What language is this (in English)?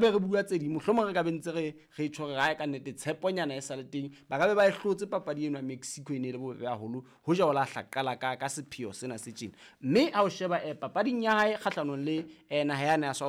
Southern Sotho